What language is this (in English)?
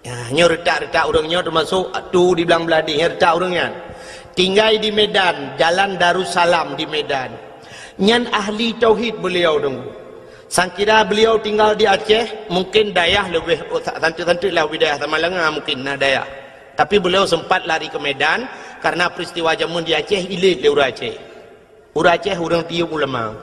Achinese